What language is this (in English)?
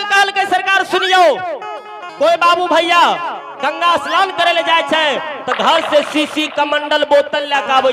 Maithili